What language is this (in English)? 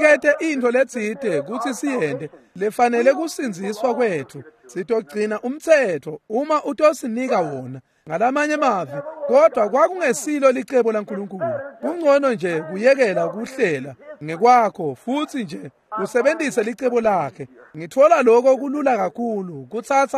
Swati